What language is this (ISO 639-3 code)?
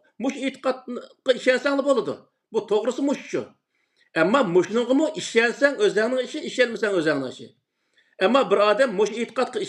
uig